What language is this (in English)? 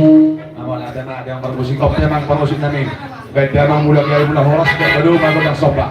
Batak Toba